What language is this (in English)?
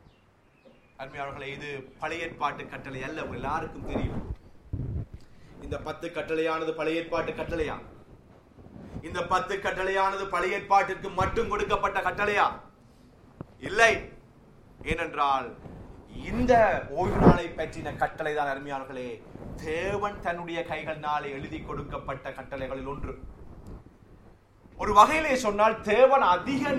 Tamil